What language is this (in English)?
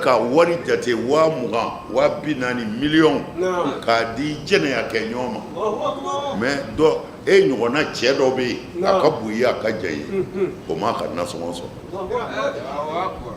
Bambara